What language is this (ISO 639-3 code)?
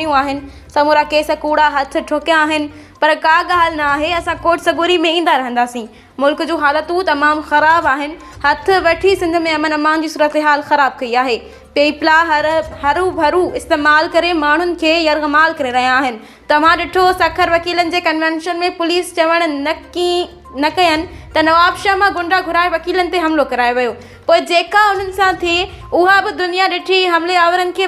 snd